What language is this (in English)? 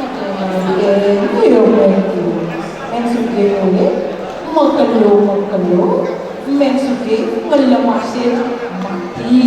Balinese